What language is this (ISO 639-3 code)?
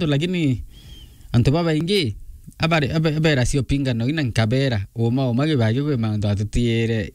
mer